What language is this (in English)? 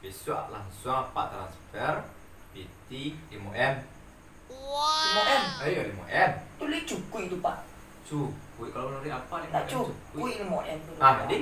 Minangkabau